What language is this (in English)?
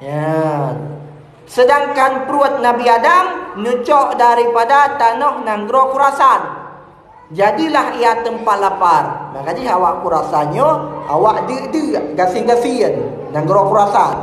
Achinese